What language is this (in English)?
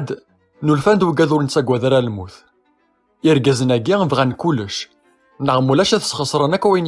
Kabyle